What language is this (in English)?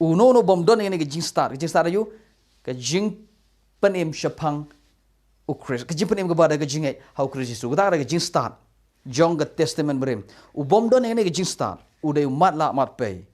Khasi